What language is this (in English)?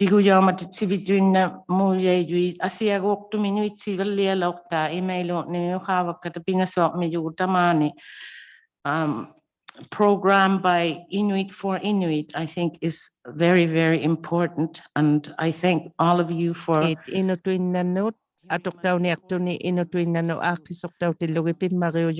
Inuktitut